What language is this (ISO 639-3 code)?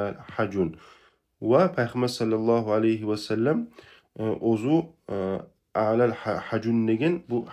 kum